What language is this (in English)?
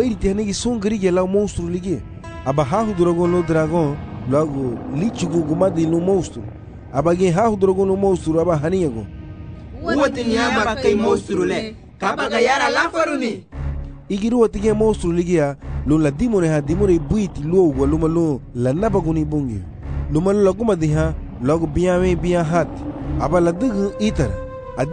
Garifuna